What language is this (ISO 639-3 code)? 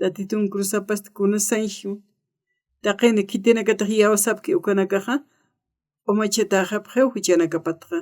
aym